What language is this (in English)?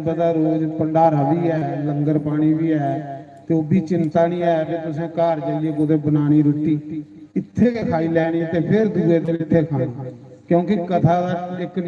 Dogri